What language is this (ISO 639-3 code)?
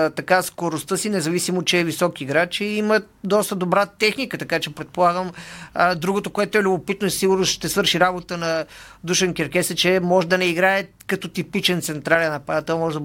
bul